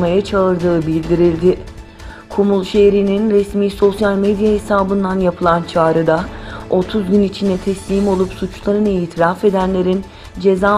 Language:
Turkish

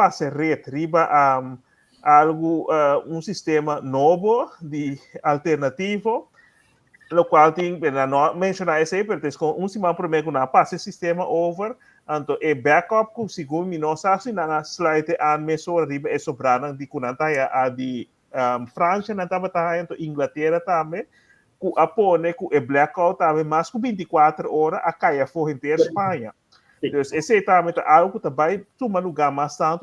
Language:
Papiamento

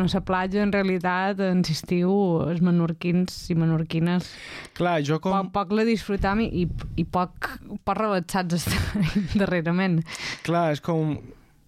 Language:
Catalan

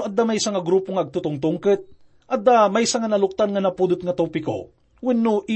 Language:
Iloko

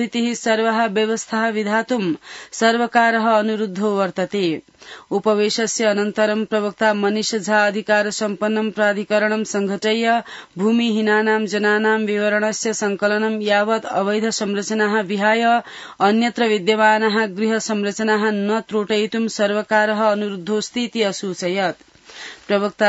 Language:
Sanskrit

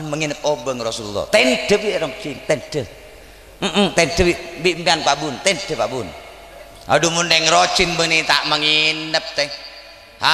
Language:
Madurese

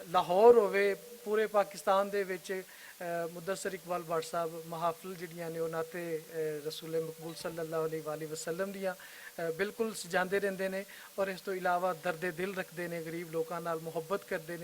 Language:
Western Panjabi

